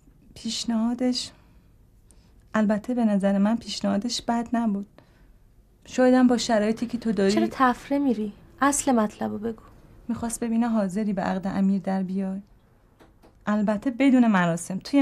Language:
Persian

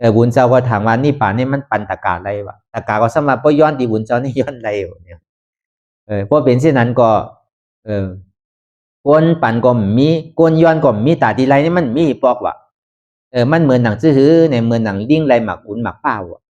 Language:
Shan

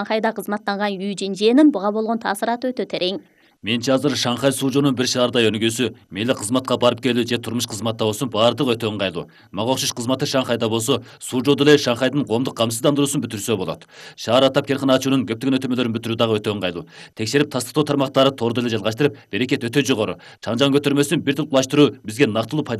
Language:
Kyrgyz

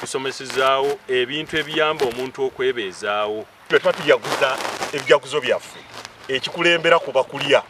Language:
Ganda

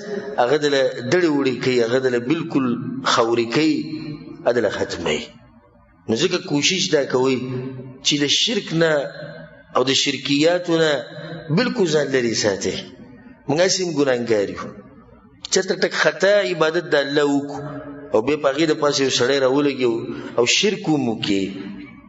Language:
Pashto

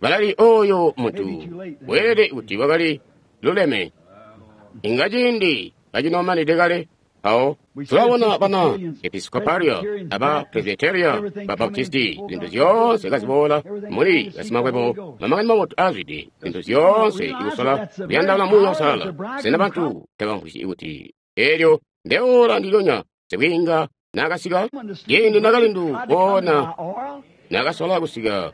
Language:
Tonga (Zambia)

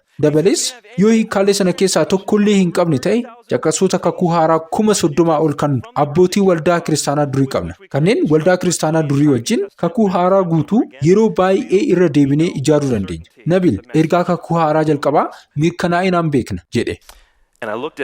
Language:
Oromo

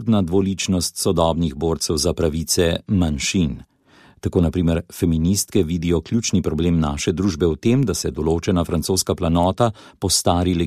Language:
Slovenian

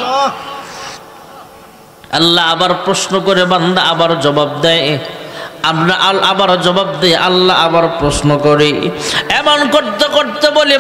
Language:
Bangla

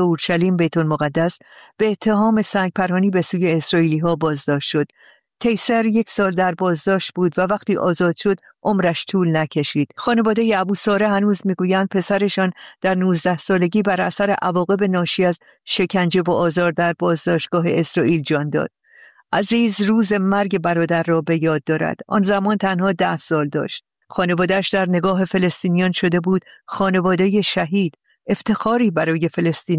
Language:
Persian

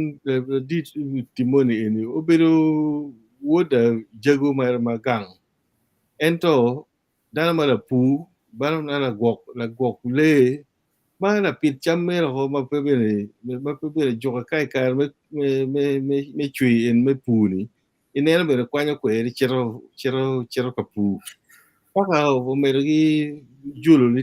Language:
Acoli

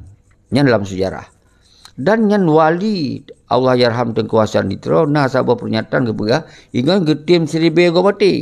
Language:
Achinese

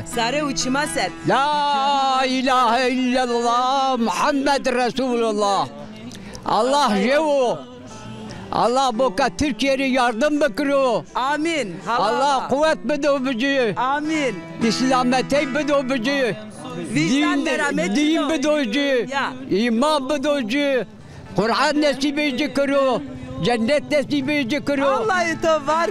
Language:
Zaza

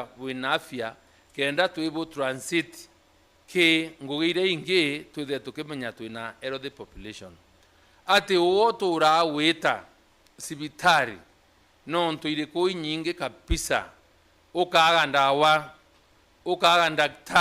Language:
Meru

